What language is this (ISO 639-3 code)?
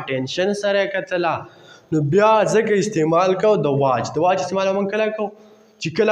pus